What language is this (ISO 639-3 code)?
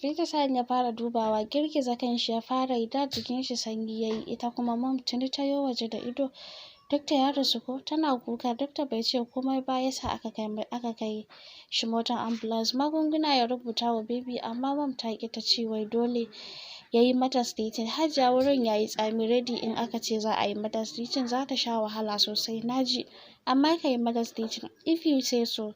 hau